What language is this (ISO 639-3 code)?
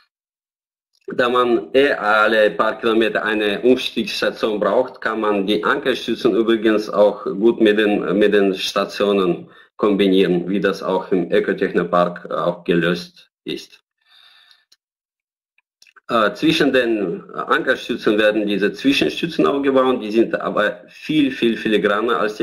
deu